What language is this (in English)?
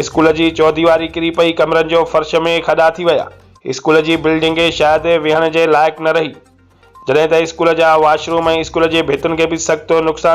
Sindhi